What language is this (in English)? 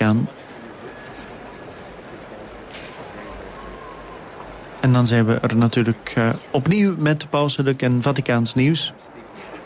Dutch